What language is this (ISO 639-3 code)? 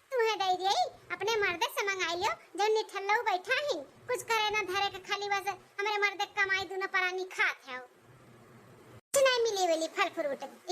awa